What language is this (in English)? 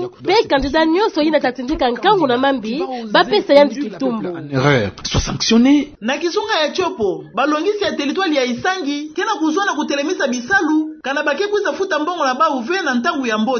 Kituba (Democratic Republic of Congo)